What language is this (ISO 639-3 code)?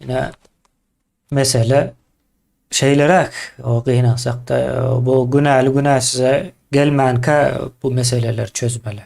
tuk